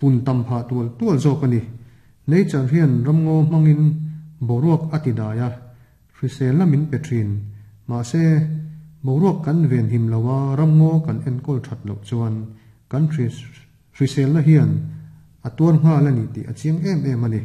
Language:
Mizo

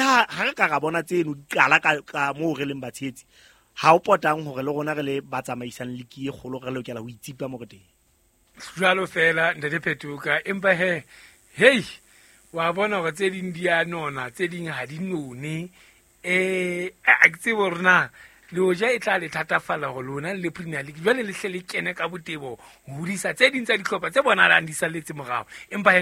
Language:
Southern Sotho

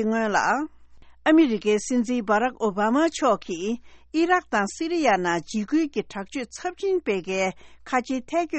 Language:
Tibetan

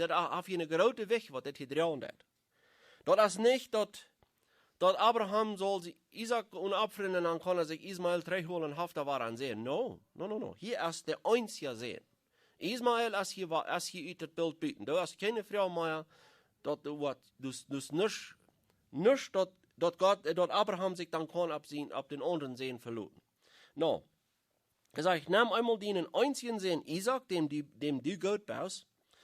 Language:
Plautdietsch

